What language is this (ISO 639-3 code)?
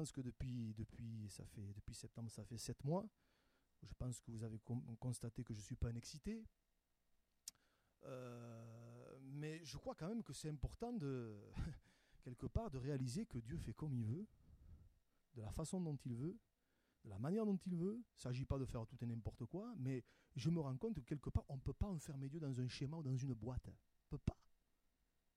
fra